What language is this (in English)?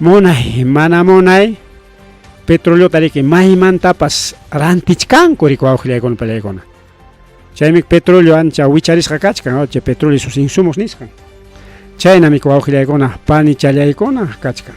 Ayacucho Quechua